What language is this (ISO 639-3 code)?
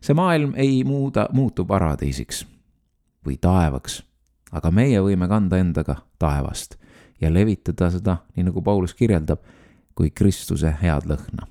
est